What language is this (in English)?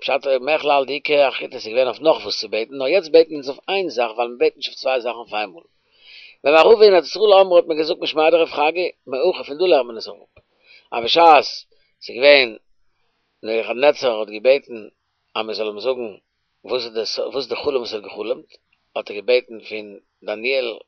Yiddish